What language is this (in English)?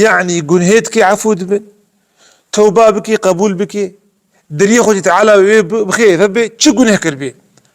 Kurdish